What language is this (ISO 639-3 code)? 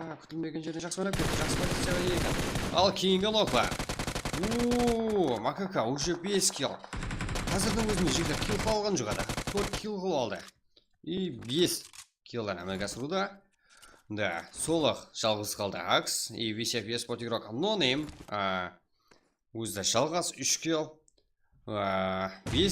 kaa